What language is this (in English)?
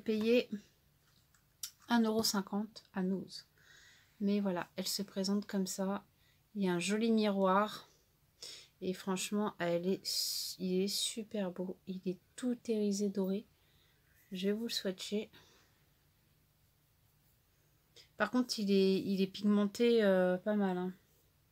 French